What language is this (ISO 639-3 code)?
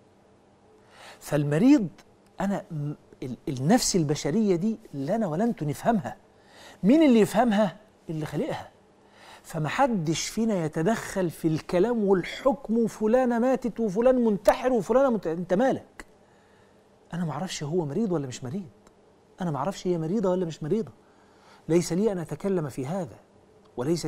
arz